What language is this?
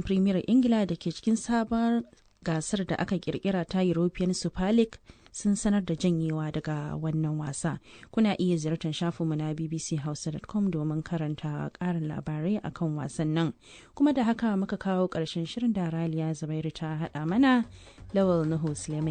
Hausa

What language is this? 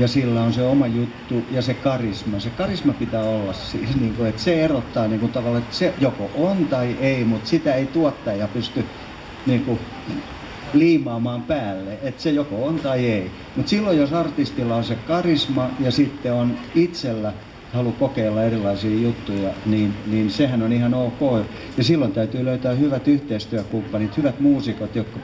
Finnish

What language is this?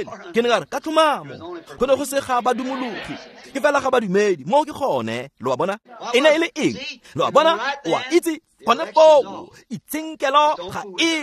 Tswana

